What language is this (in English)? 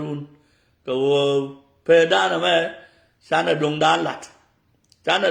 Nuer